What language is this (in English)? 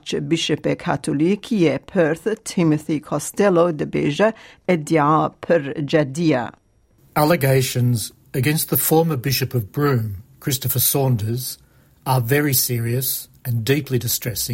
Kurdish